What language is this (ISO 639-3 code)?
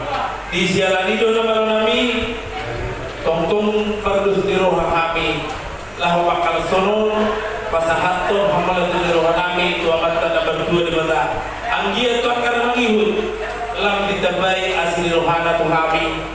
bbc